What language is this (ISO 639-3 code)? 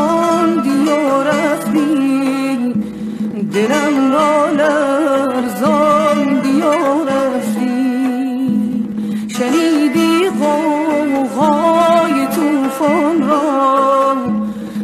azb